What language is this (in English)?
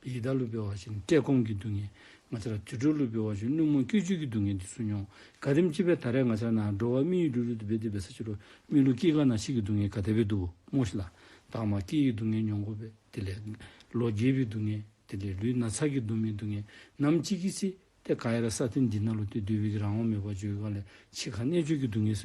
Dzongkha